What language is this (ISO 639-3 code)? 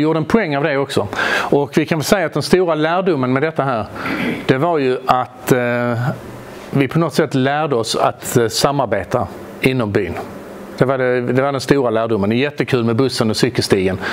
swe